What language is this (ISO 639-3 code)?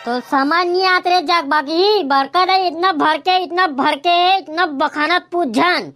hne